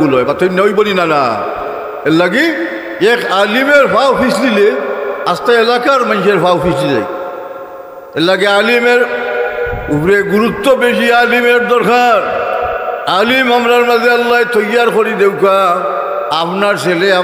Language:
Sylheti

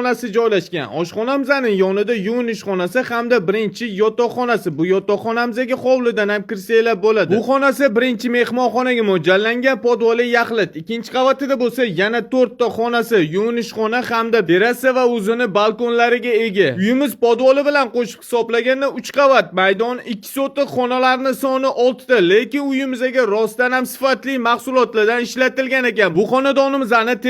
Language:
Uzbek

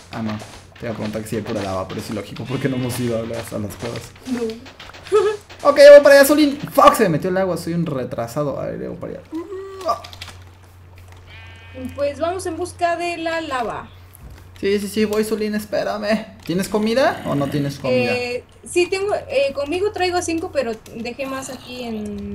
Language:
Spanish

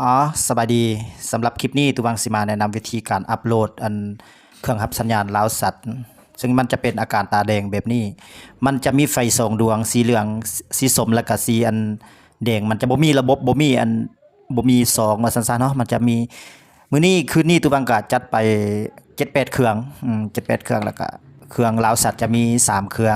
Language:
Lao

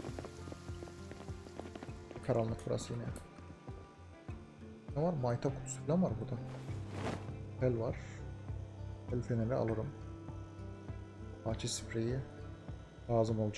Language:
Turkish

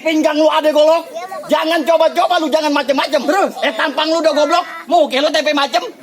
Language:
Betawi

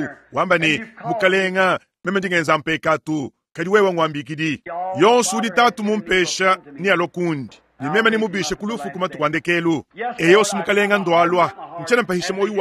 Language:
Luba-Lulua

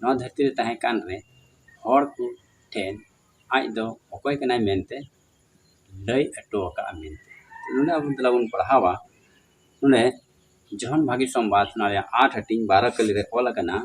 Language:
Santali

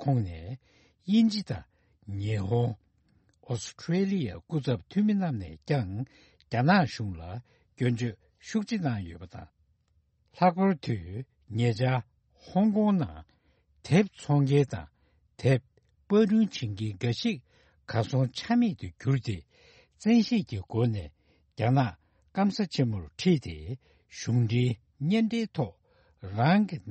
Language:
Tibetan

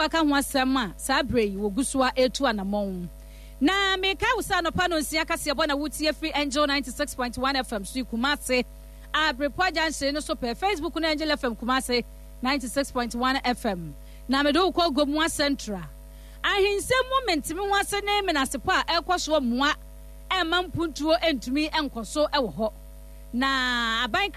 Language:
Akan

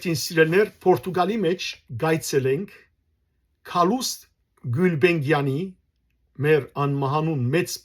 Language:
Western Armenian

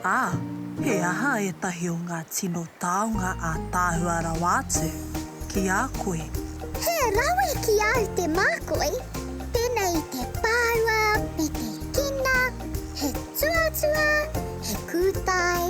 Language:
Māori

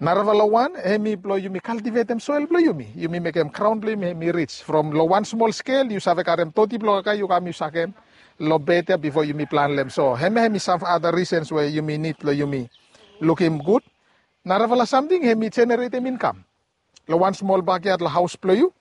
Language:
Bislama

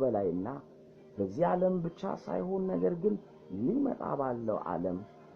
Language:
Amharic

